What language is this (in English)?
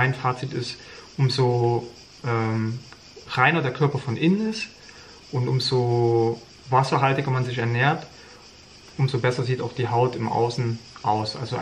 German